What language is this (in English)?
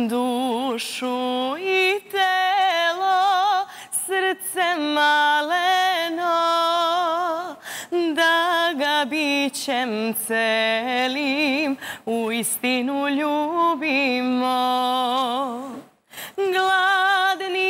Serbian